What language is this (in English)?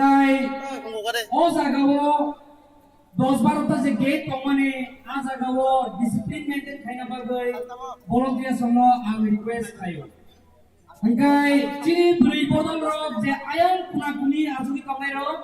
Kok Borok